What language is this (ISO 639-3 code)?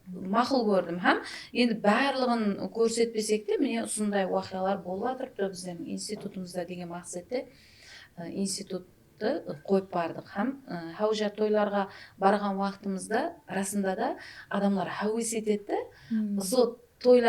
kaa